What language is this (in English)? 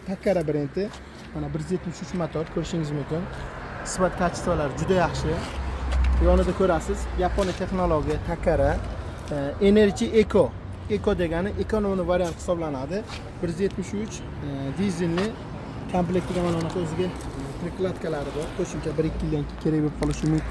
Uzbek